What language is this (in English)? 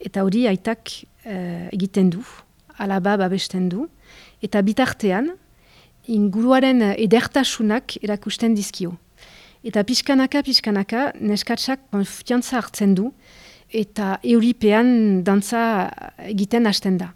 Basque